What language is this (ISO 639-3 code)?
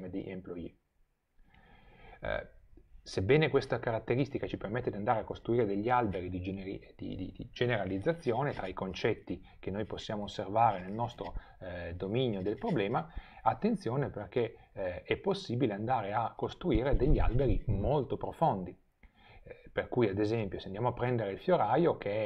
ita